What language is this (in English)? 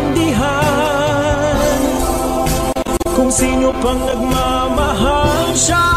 Filipino